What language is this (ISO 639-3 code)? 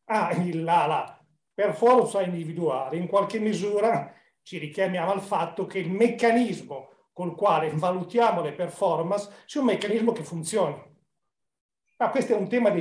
ita